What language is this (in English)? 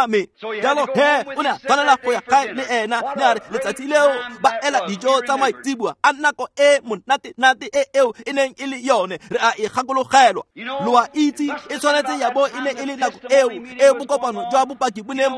Tswana